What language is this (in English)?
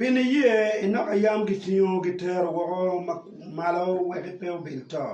Acoli